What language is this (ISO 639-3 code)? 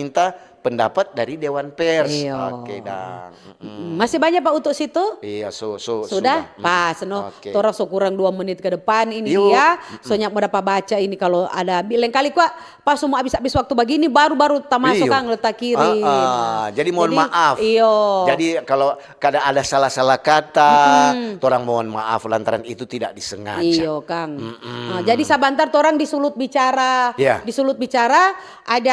xmm